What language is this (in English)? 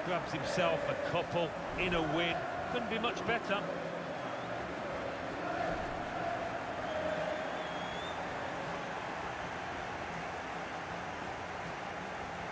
English